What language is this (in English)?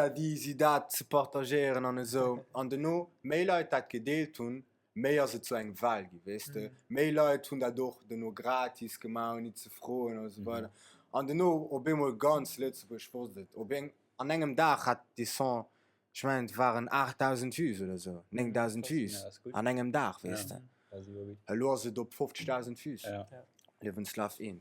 Luxembourgish